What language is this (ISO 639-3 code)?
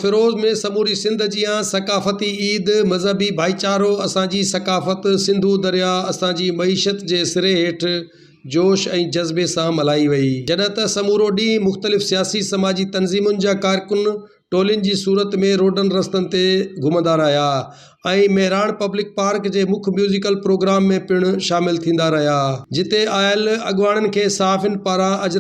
snd